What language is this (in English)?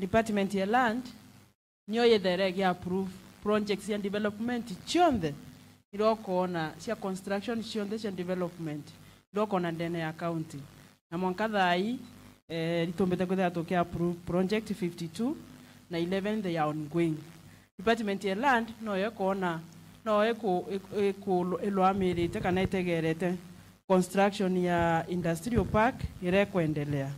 Meru